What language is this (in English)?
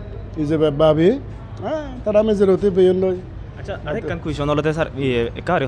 Chakma